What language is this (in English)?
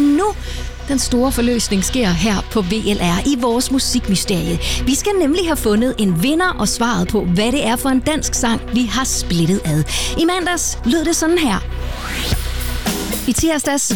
Danish